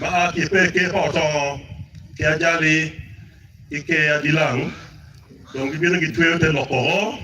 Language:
Acoli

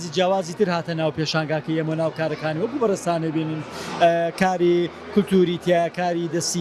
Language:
Central Kurdish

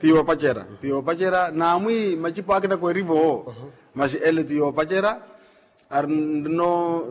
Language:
Makhuwa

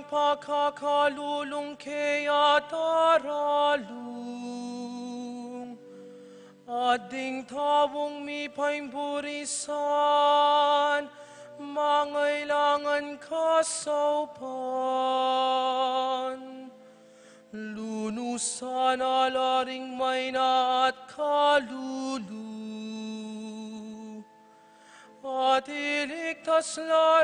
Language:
Pampanga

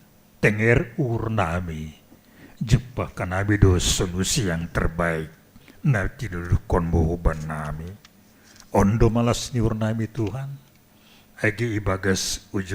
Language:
Batak Simalungun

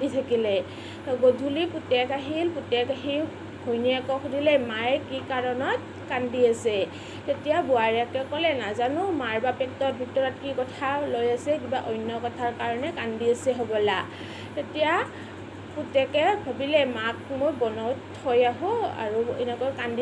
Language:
Assamese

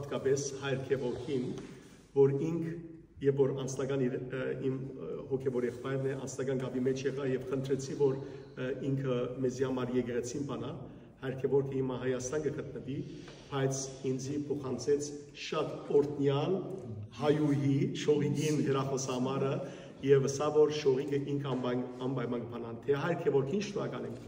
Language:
Western Armenian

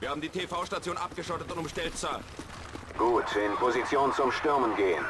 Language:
Swiss German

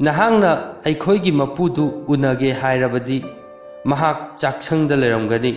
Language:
Manipuri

